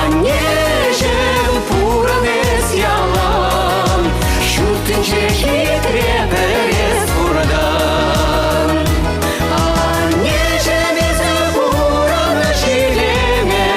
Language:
Chuvash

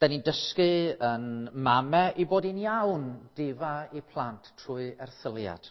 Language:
Welsh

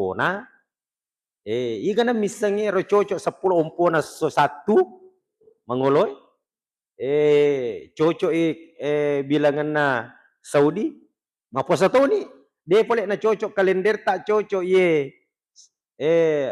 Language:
Buginese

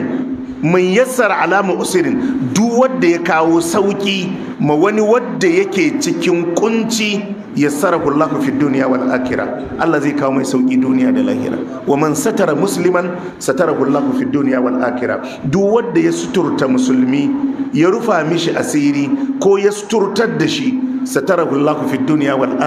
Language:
Hausa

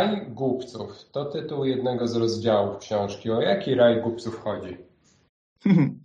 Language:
Polish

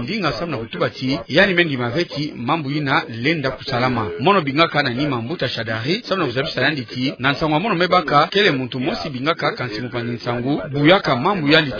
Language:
Kituba (Democratic Republic of Congo)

